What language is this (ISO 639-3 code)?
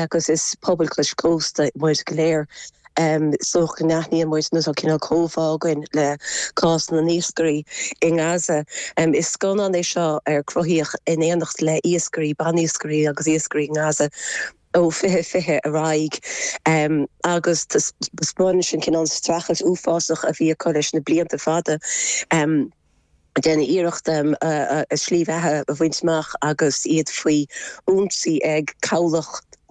gle